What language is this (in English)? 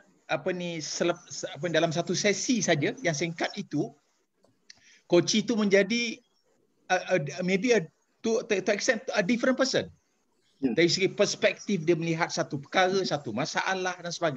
Malay